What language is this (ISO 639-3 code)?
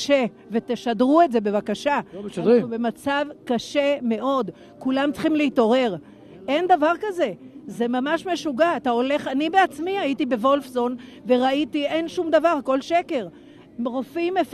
heb